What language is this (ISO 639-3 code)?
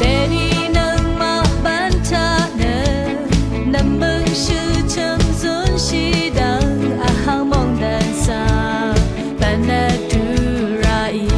raw